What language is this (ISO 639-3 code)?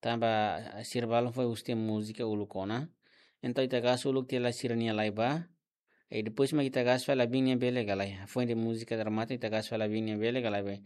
tet